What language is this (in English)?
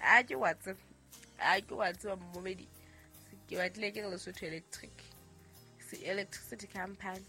Southern Sotho